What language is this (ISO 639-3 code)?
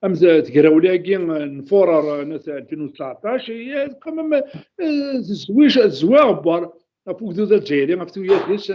kab